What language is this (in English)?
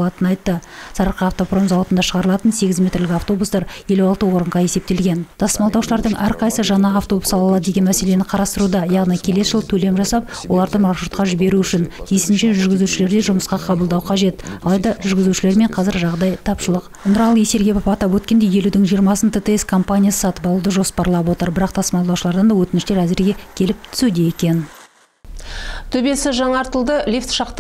Kazakh